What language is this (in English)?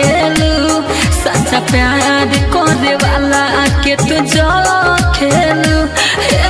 Bhojpuri